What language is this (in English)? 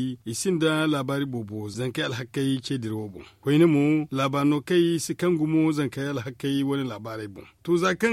Zarma